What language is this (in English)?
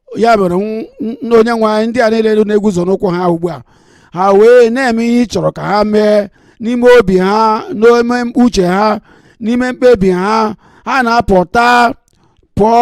Igbo